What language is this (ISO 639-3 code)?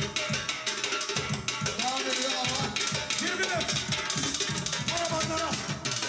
tur